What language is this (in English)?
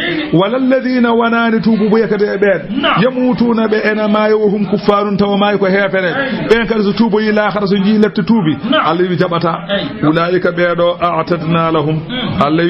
Fula